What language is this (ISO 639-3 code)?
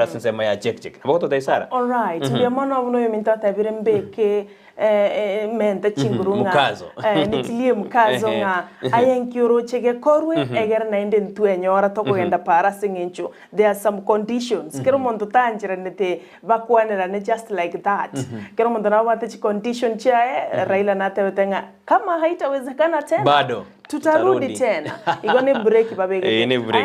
guz